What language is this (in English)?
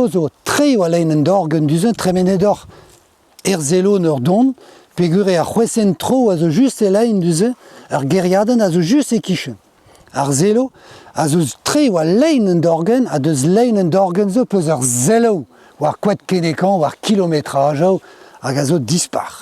Breton